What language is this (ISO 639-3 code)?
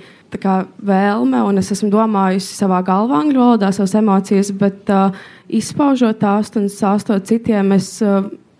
lav